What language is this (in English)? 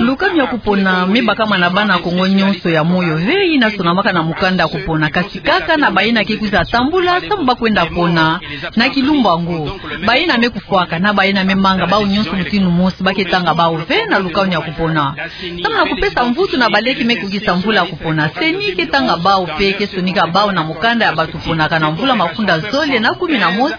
Kituba (Democratic Republic of Congo)